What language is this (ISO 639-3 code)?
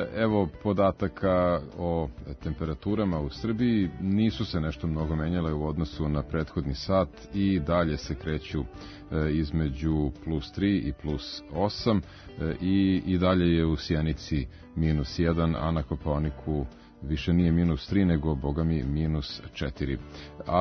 srp